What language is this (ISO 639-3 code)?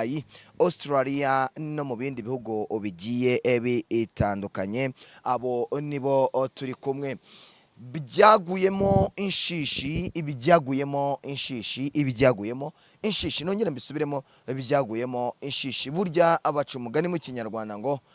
kin